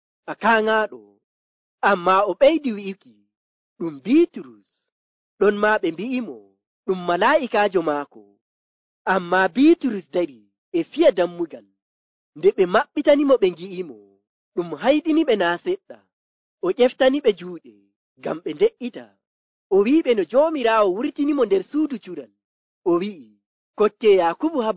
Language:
Nigerian Fulfulde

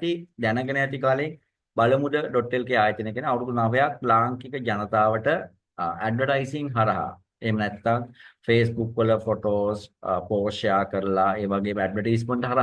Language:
Sinhala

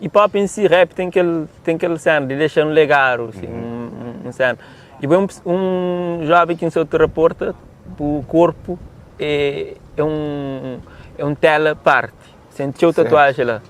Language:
Kabuverdianu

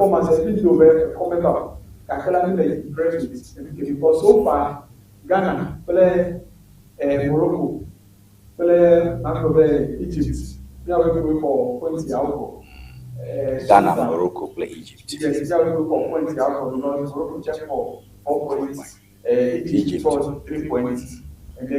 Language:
Ewe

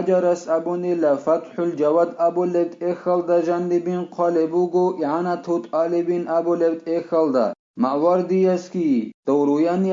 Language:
Avaric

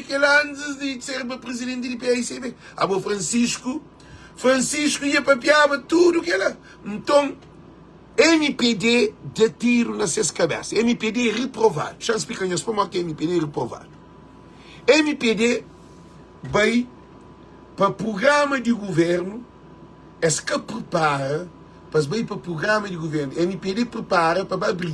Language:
Kabuverdianu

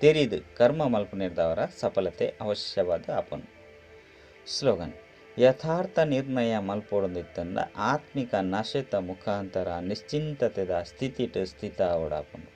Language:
Tulu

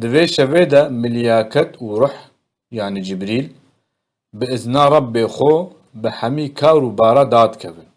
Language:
Kurdish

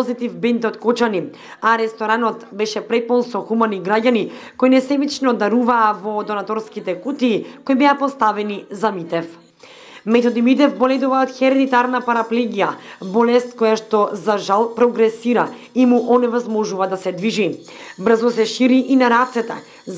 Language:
Macedonian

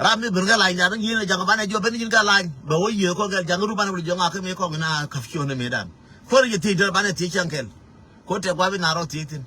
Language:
Nuer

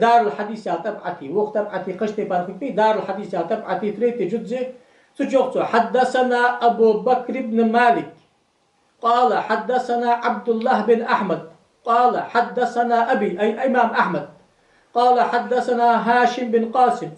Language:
Ingush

